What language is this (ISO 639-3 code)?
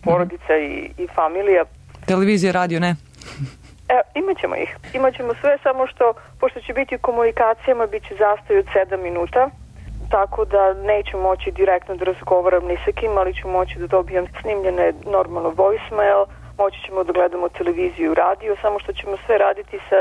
srp